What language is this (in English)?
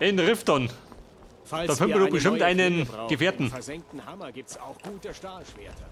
Bavarian